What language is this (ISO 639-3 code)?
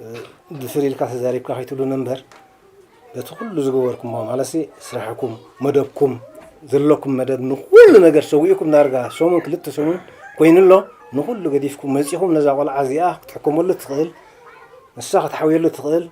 tir